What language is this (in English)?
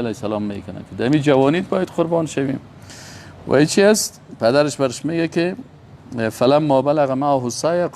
Persian